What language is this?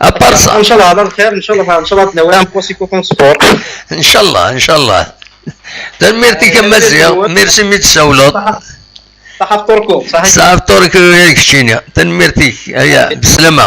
Kabyle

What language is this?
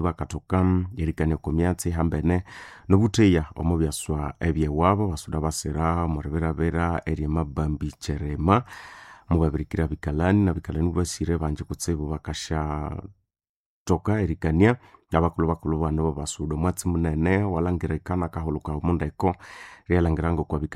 Nande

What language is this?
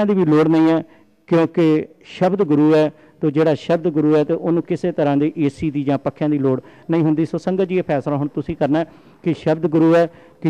Punjabi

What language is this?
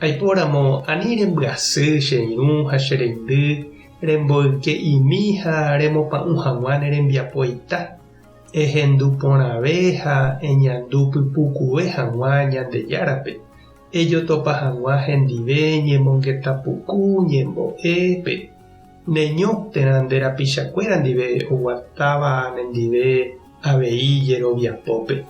Guarani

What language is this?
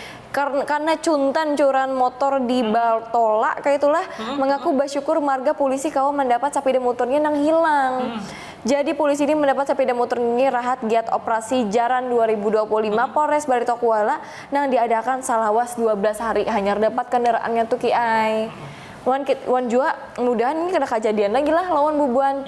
Banjar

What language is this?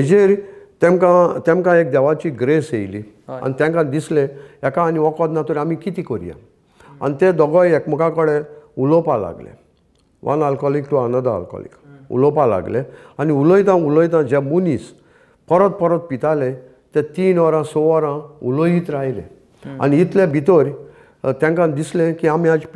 Konkani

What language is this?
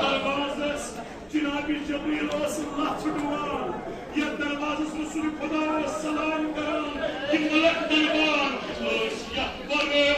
Kashmiri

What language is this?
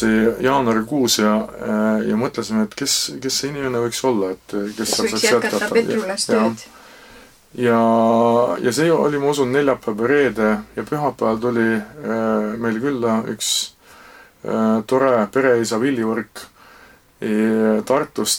Estonian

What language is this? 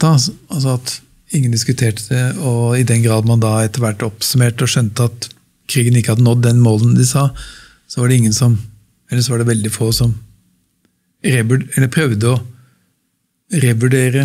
Norwegian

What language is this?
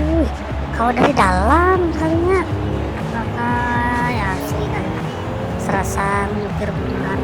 Banjar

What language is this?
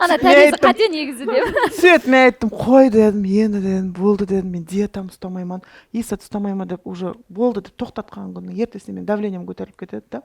Kara-Kalpak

